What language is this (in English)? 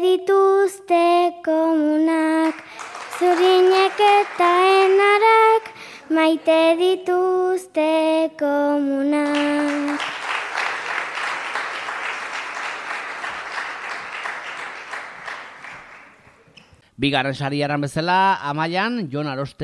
Basque